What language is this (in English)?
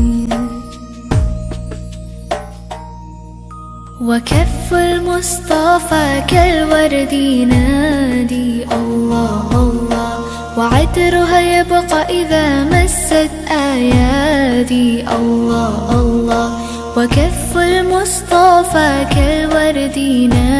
Arabic